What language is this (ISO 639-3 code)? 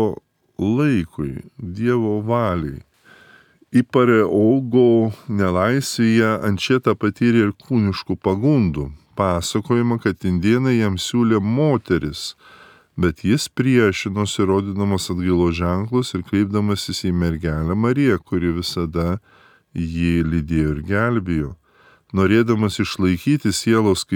lit